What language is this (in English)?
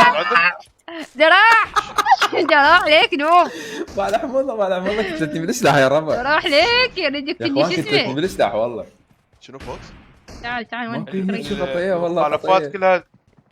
Mesopotamian Arabic